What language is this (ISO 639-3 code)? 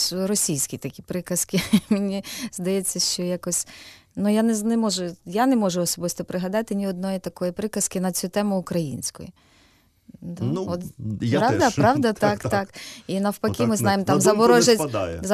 ukr